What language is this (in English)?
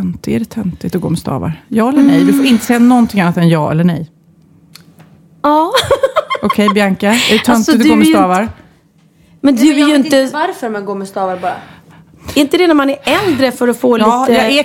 Swedish